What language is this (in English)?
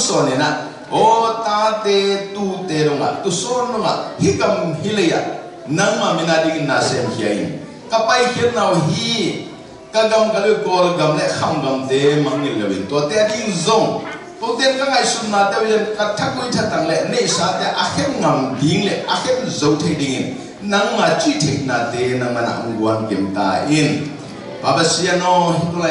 Tedim Chin